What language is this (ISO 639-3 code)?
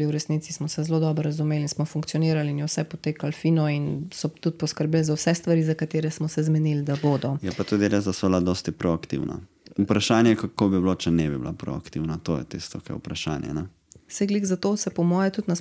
slv